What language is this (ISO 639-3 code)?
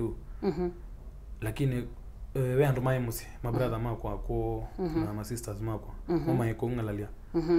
kam